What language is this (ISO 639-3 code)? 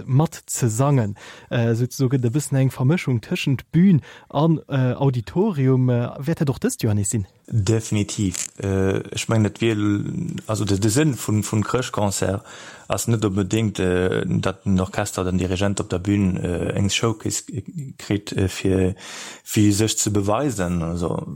ltz